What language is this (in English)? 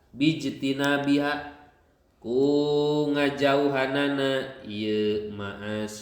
Sundanese